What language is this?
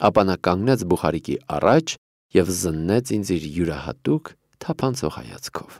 Armenian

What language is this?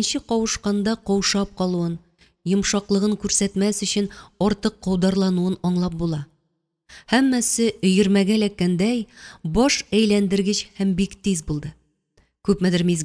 Tatar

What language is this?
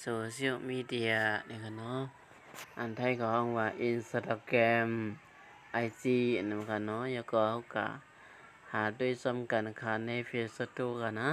Shan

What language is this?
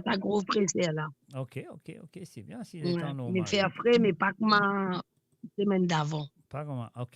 Morisyen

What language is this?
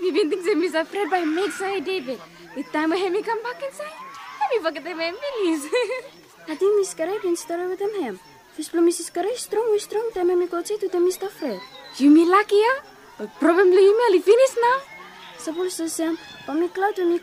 Bislama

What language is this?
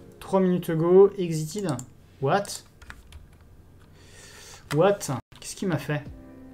French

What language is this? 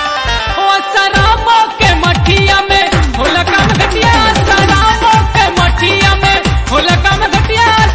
Bhojpuri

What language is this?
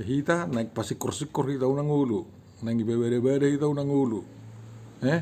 Batak Toba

